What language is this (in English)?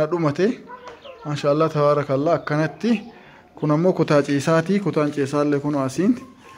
Oromo